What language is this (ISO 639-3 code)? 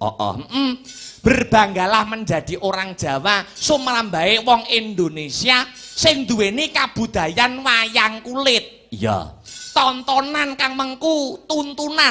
jav